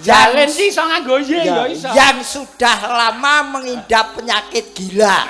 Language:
Javanese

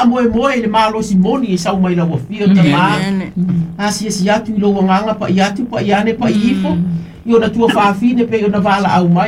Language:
Samoan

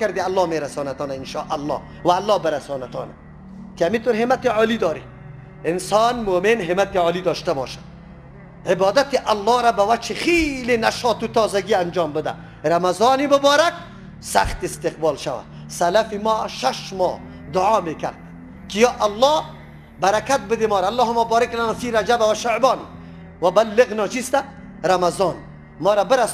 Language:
Persian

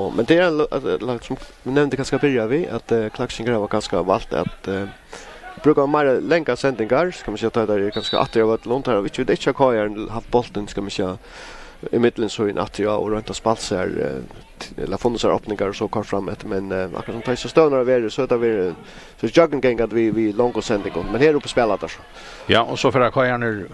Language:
Faroese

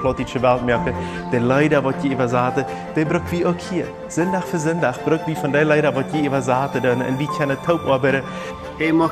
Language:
Plautdietsch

